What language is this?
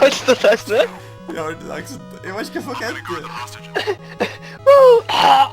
Faroese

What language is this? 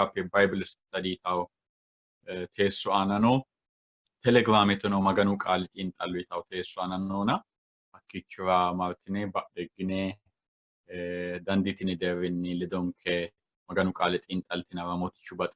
Sidamo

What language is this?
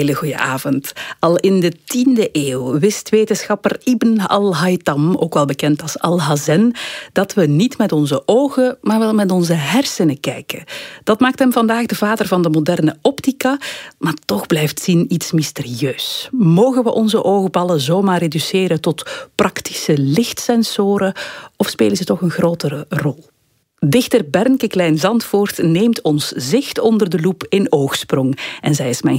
Dutch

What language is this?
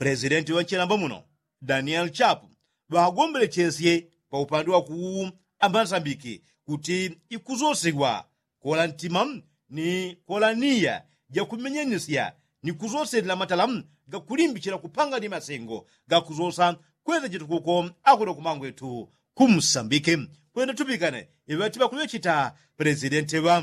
Yao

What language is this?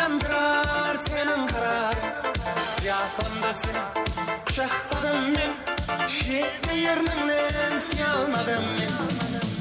Kara-Kalpak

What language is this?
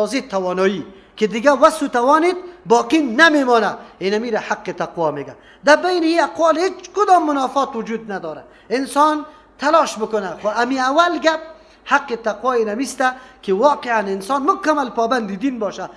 Persian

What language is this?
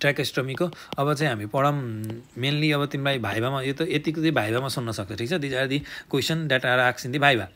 Nepali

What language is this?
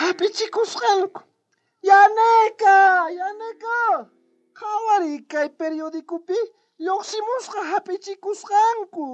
South Bolivian Quechua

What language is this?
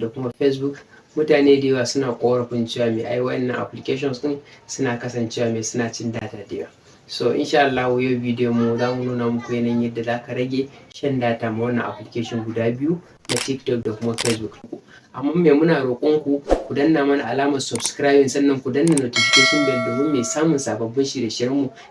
Hausa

